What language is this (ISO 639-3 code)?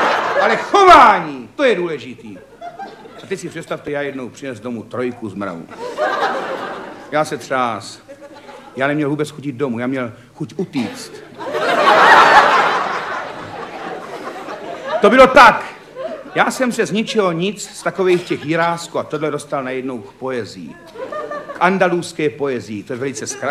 ces